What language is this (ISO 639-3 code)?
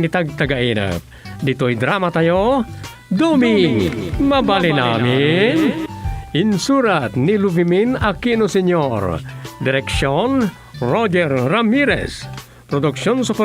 ilo